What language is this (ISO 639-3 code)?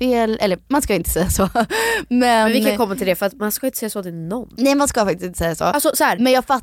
swe